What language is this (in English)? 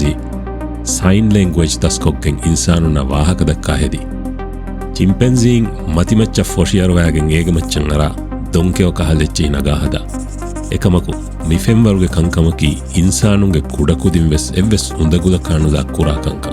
Divehi